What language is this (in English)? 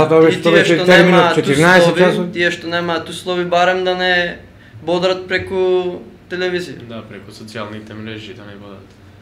Macedonian